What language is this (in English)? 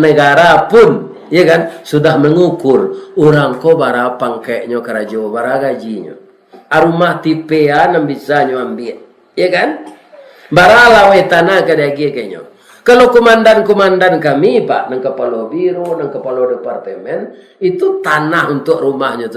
Minangkabau